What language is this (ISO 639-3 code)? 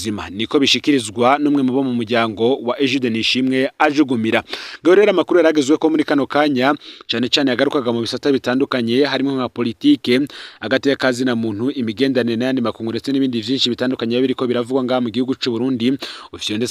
run